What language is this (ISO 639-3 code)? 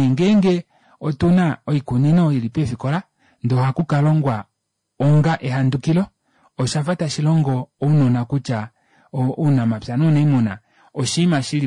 kua